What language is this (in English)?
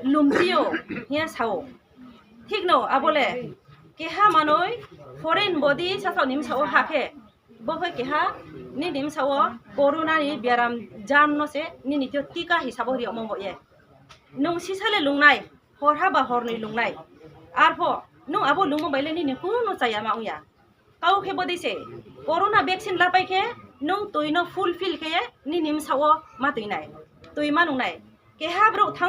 Riang (India)